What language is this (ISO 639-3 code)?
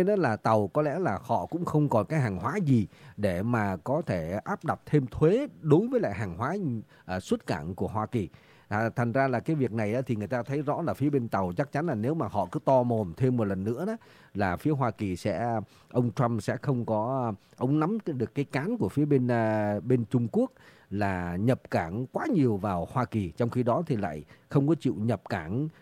vie